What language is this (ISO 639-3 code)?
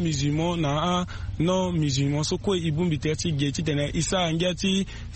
sag